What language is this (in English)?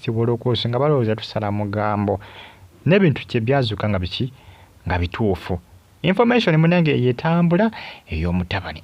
Ganda